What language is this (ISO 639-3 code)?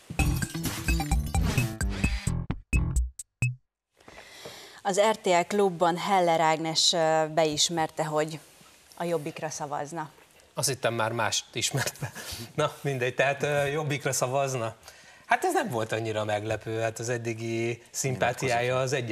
hun